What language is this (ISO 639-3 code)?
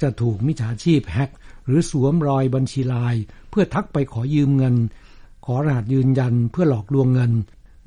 tha